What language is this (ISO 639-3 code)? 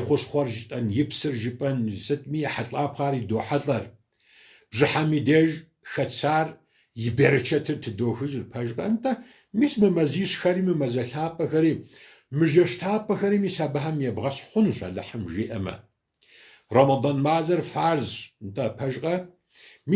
kbd